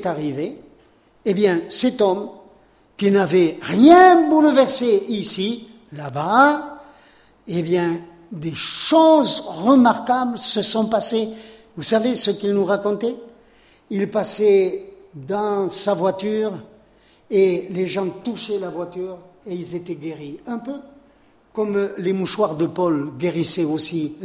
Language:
French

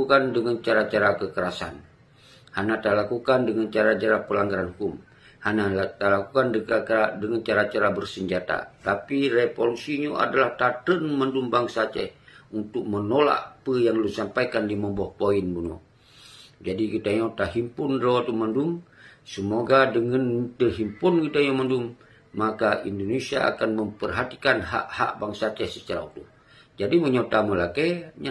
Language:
Achinese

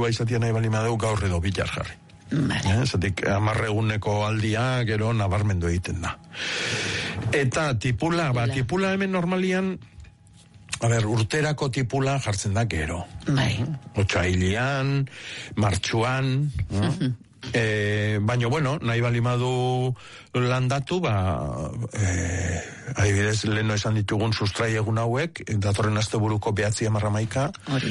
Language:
Basque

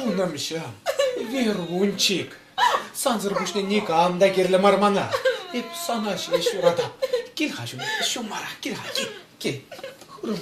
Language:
Chuvash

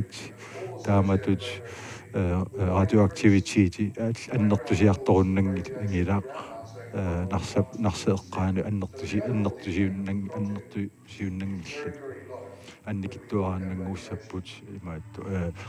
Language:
Kalaallisut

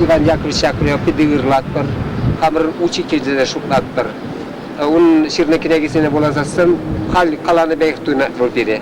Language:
Chuvash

